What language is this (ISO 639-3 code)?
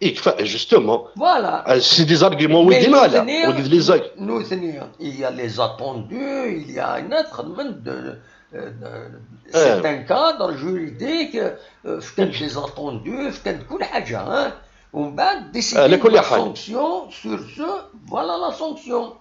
kab